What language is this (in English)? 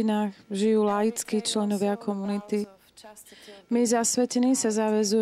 Slovak